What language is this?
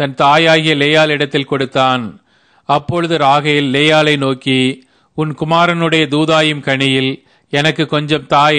Tamil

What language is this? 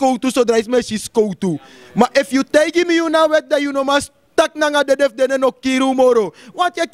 Sranan Tongo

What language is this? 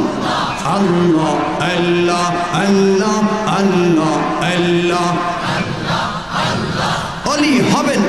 Bangla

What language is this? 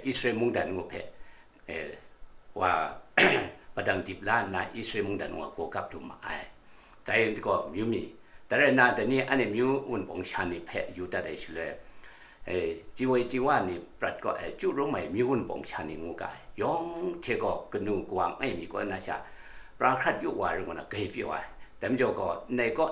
Kachin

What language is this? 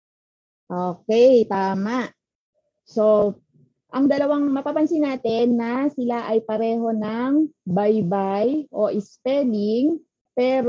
Filipino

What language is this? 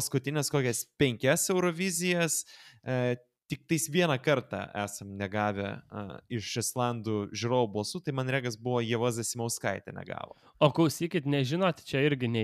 Lithuanian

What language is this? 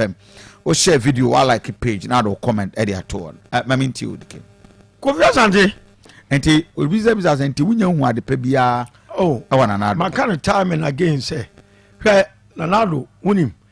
Akan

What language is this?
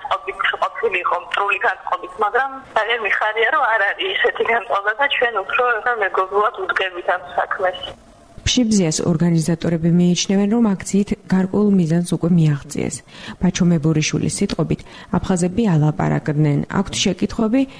Georgian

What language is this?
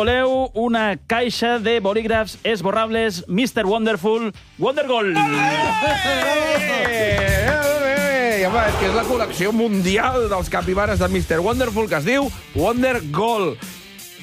Catalan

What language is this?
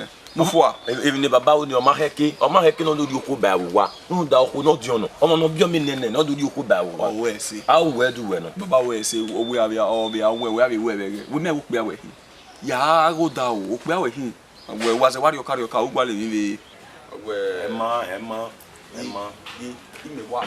Bini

